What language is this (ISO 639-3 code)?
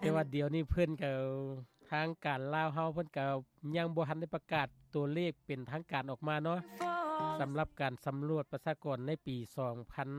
lao